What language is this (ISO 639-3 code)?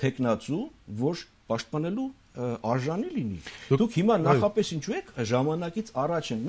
hye